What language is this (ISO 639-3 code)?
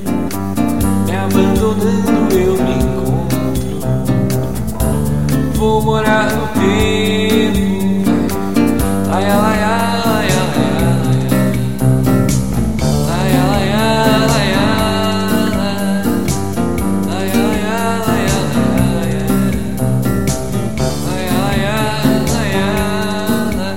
por